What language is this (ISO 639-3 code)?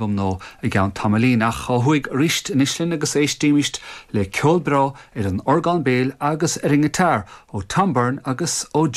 gle